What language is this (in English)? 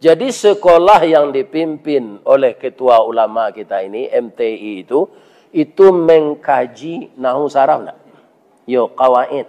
Minangkabau